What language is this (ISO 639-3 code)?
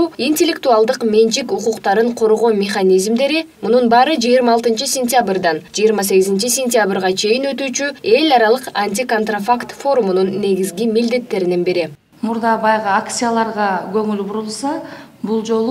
kir